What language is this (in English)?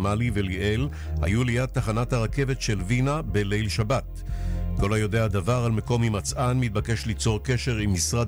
Hebrew